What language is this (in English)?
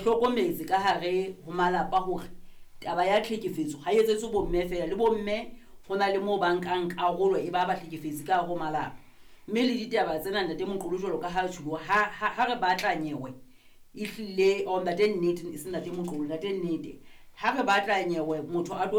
Southern Sotho